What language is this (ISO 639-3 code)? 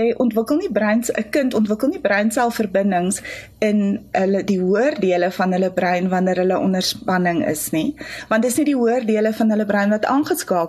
afr